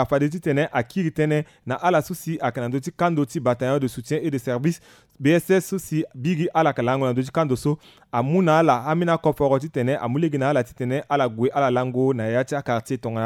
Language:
Sango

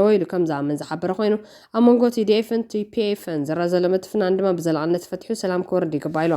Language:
Tigrinya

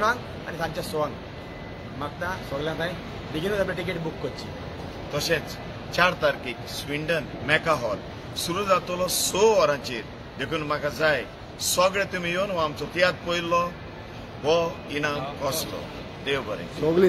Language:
Konkani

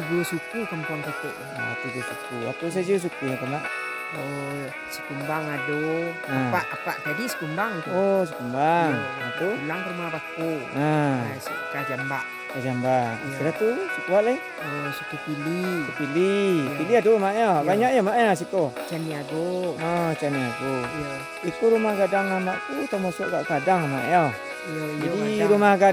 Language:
Minangkabau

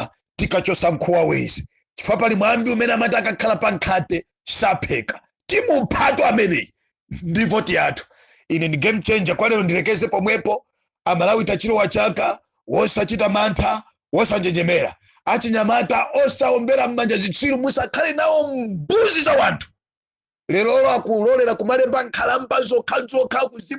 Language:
Nyanja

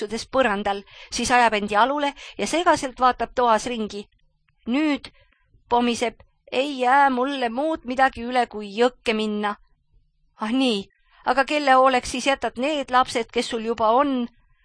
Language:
Estonian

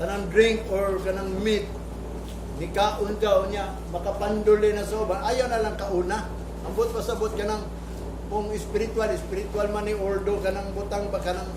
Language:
Cebuano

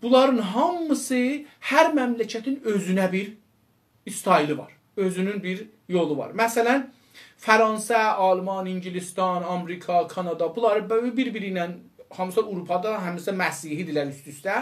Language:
South Azerbaijani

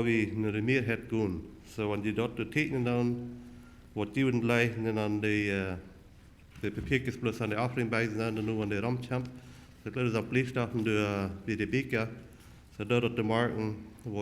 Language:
Plautdietsch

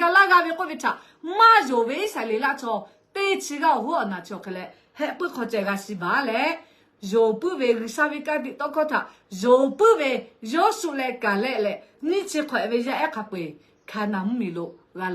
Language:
Lahu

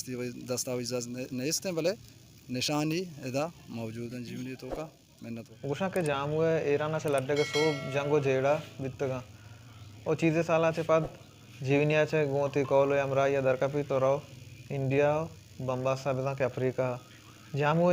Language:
Baluchi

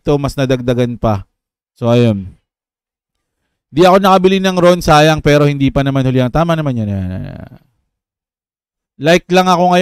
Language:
Filipino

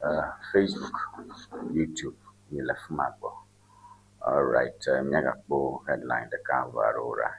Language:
Ewe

